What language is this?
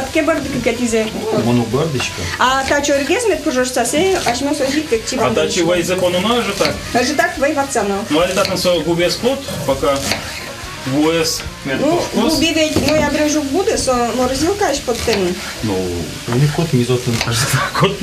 Udmurt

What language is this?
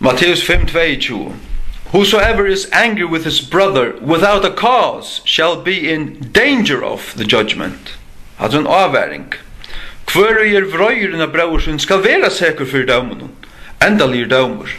Faroese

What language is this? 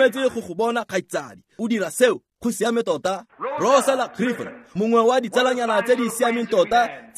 Tswana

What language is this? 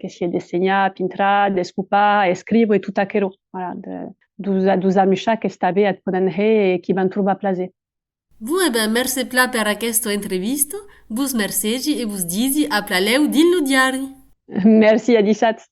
Occitan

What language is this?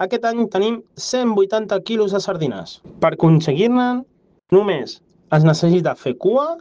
Catalan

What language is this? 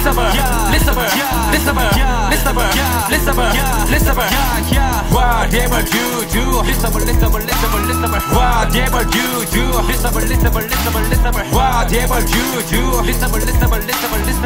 Korean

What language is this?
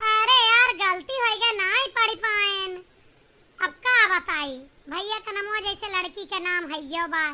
Awadhi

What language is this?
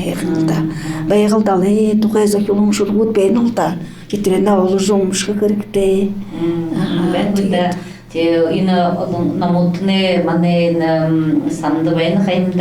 Buriat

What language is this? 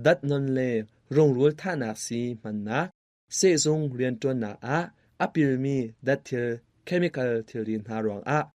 Hakha Chin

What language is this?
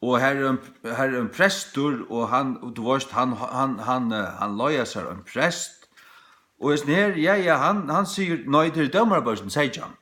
Faroese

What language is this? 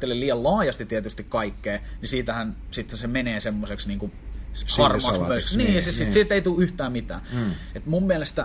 Finnish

